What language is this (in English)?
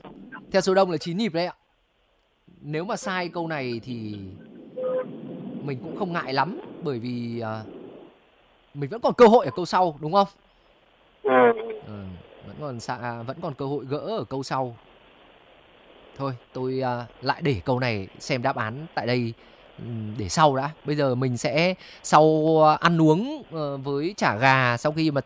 Vietnamese